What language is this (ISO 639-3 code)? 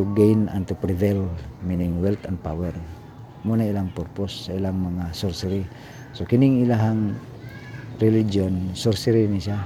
ceb